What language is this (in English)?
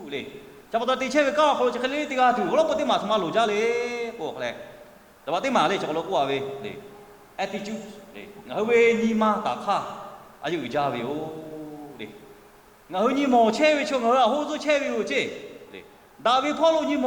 Lahu